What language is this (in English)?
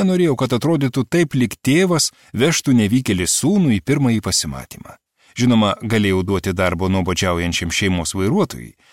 Lithuanian